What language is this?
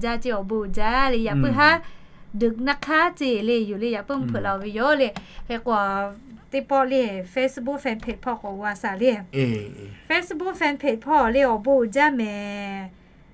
Lahu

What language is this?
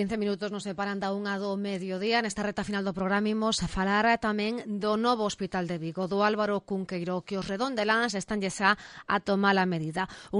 Galician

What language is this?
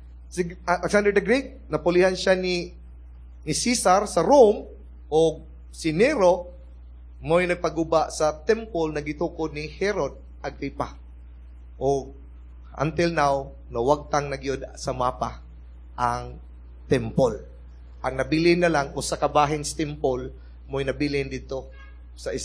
Cebuano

